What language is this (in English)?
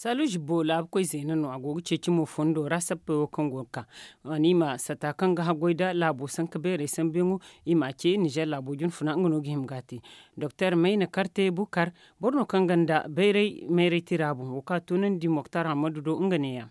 Zarma